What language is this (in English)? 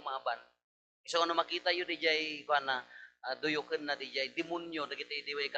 Iloko